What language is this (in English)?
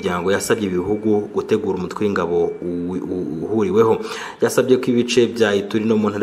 Kinyarwanda